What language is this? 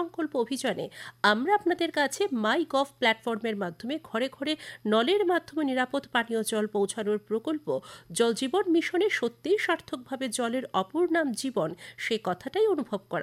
Bangla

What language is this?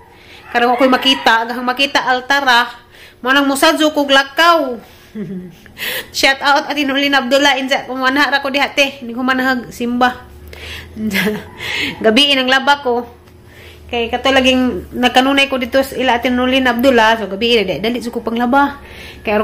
Cebuano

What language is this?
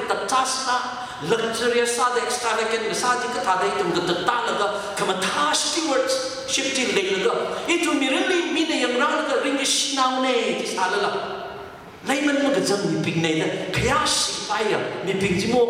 Tangkhul Naga (India)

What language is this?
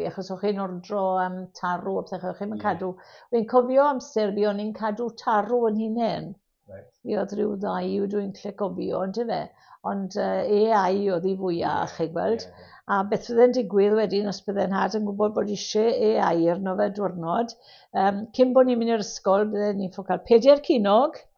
Welsh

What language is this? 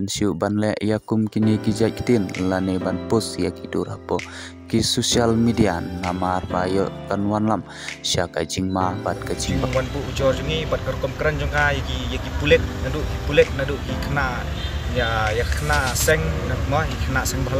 Khasi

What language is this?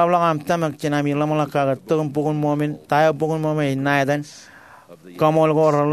Marshallese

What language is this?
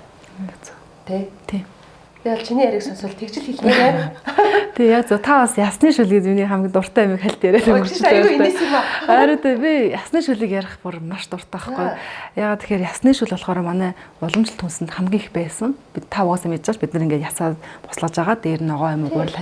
Mongolian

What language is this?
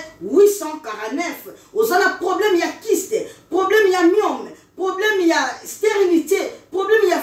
Lingala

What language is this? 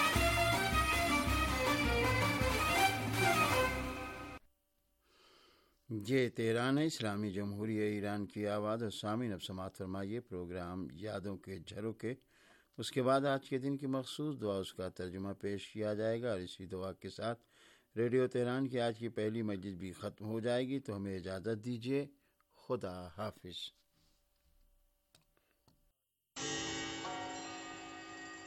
Urdu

